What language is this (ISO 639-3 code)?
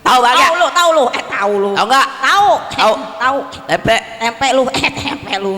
bew